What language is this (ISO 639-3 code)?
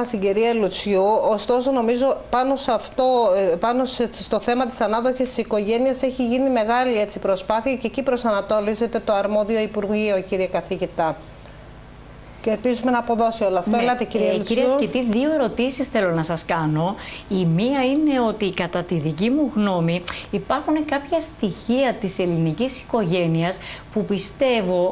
ell